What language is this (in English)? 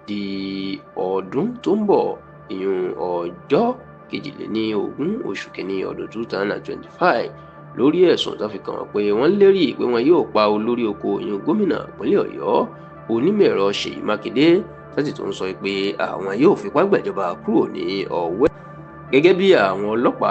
Yoruba